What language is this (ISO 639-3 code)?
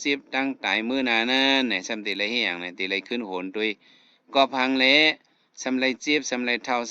shn